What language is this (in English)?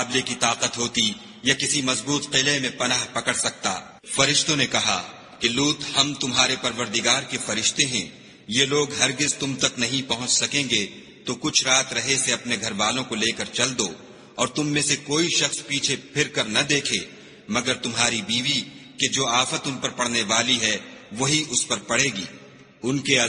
Urdu